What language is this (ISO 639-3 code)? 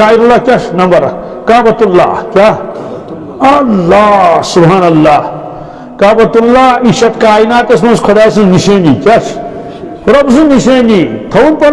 kas